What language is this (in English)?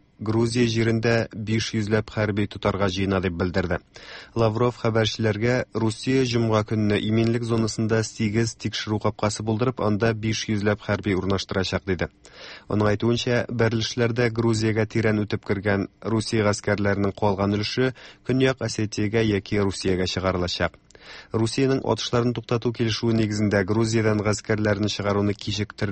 Tatar